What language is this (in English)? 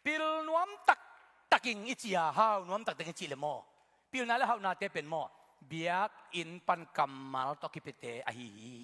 Tedim Chin